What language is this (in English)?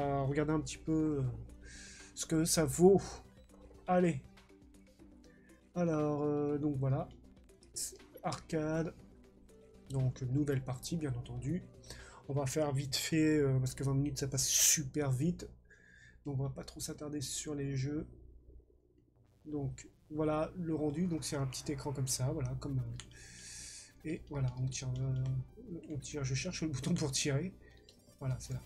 French